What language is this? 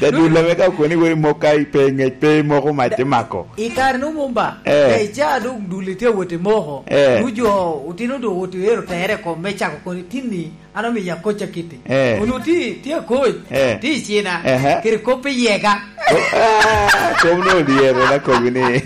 Lango (Uganda)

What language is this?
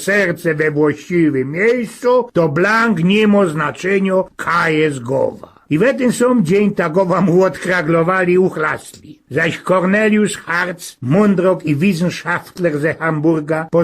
Silesian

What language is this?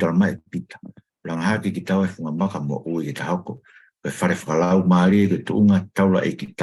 Tongan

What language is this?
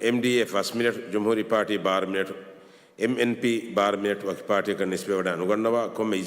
Divehi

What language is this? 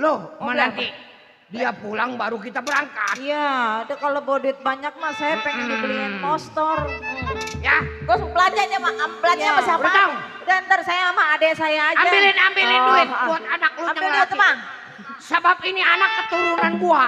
Betawi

